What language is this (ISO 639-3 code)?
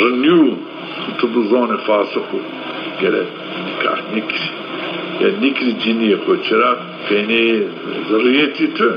zza